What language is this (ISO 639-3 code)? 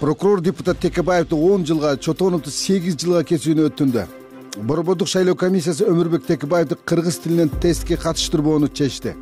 kir